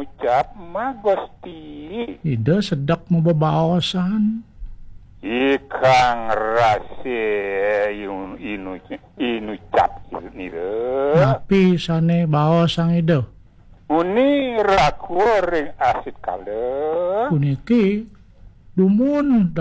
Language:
Balinese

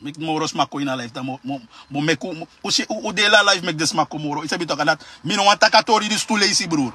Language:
Sranan Tongo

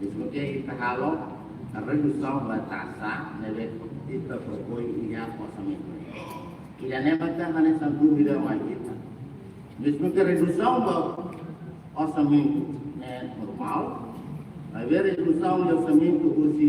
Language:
Tetum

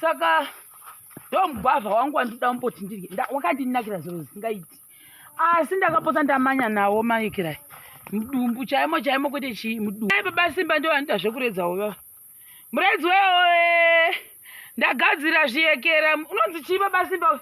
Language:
Shona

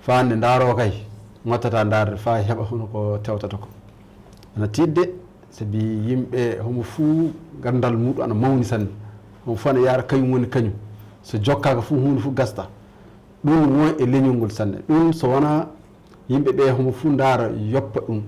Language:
Fula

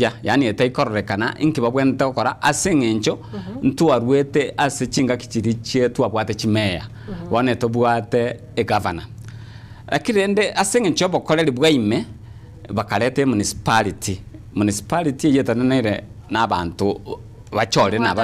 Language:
Gusii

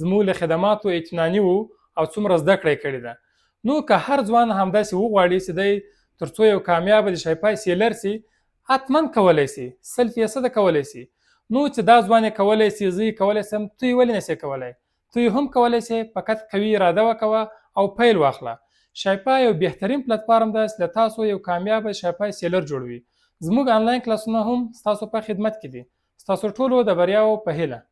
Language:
Pashto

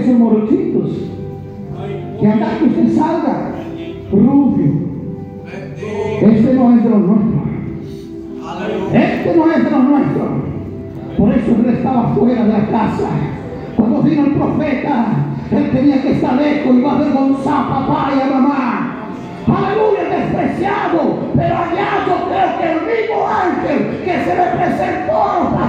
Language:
Spanish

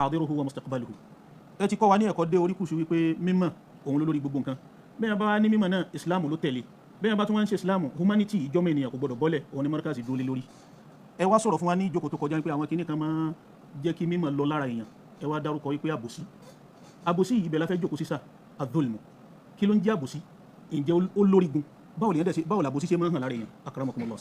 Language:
Yoruba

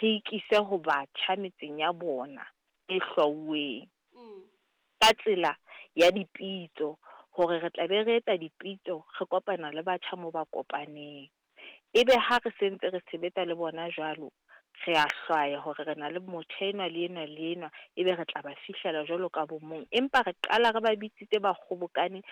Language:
Southern Sotho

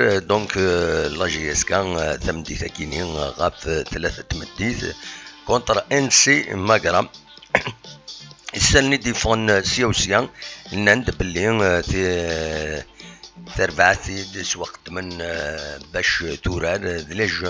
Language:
Kabyle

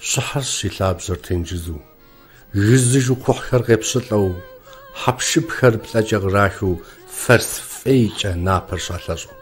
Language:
Kabardian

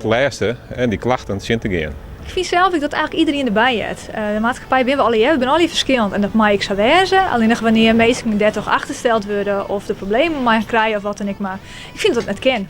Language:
Western Frisian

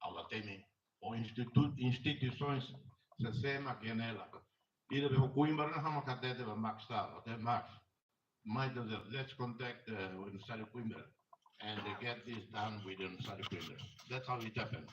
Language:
Tetum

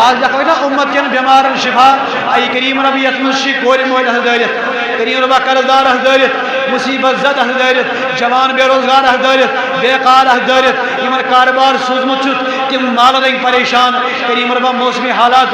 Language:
Kashmiri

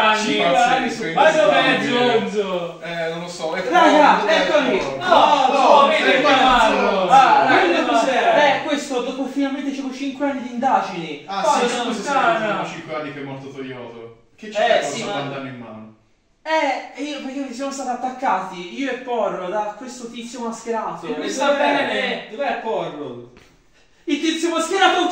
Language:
Italian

